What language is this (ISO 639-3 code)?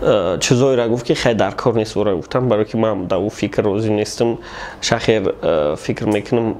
tgk